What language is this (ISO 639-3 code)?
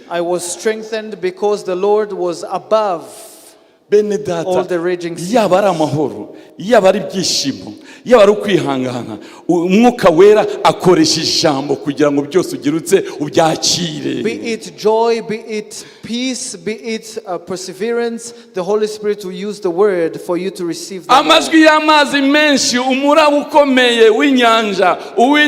kin